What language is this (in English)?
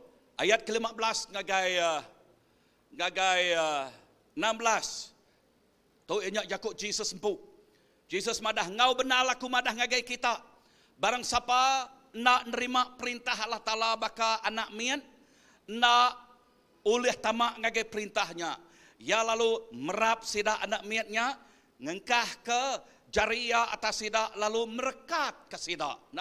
Iban